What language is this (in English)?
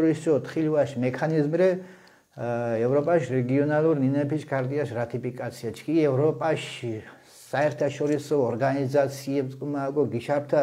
Mingrelian